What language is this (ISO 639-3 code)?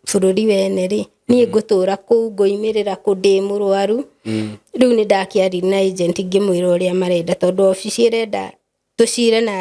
kik